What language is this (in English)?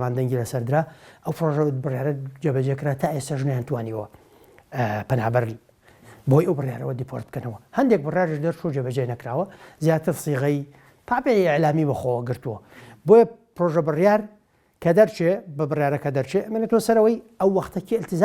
Central Kurdish